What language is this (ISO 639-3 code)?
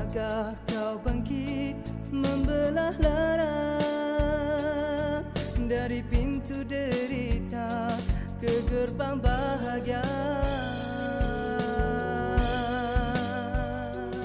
msa